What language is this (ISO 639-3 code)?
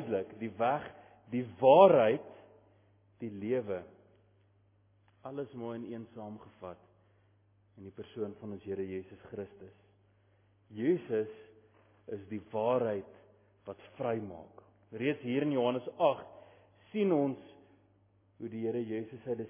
afr